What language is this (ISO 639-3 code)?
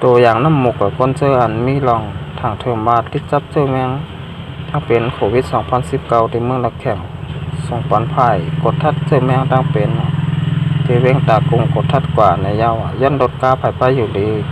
shn